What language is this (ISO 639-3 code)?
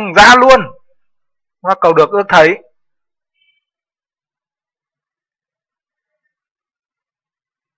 vie